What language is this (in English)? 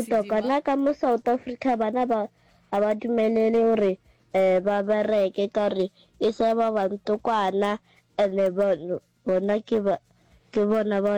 Northern Sotho